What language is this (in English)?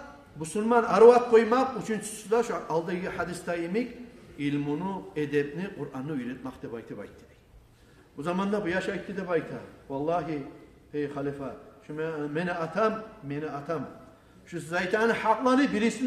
Kumyk